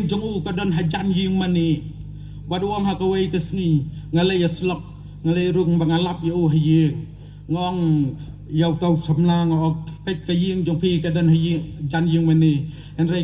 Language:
Khasi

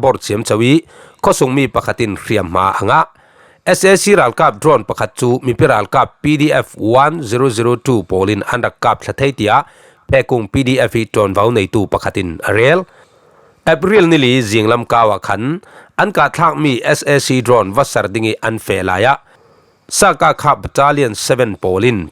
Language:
Falam Chin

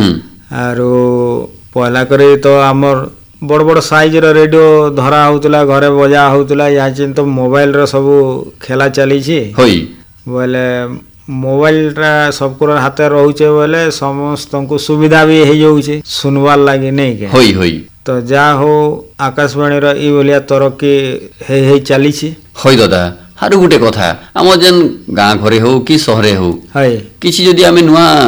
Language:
Odia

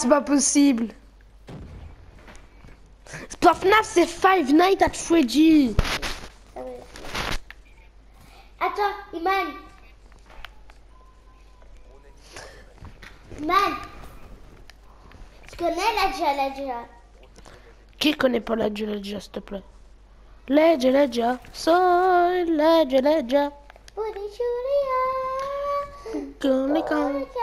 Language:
French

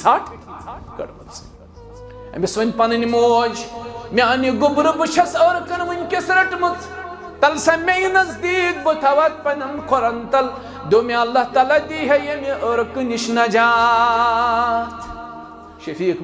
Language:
Kashmiri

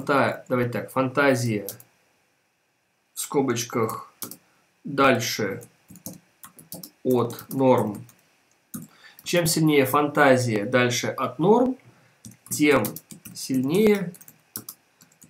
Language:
Russian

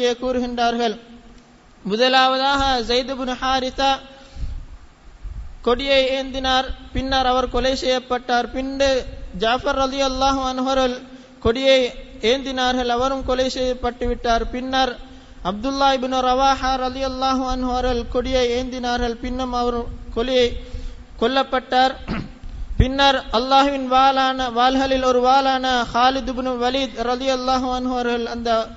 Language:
Tamil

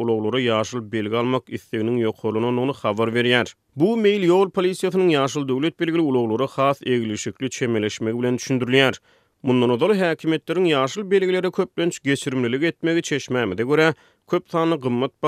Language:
Turkmen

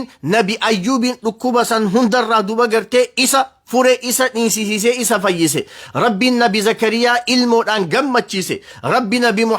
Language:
Oromo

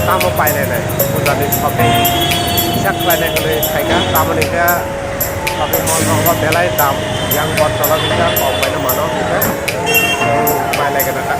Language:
Kok Borok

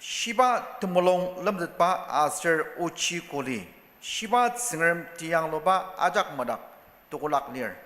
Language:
Ao Naga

